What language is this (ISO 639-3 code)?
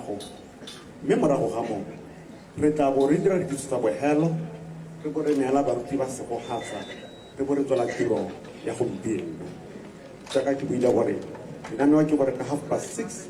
tsn